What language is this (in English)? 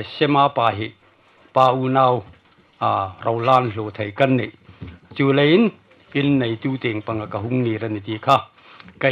Hmar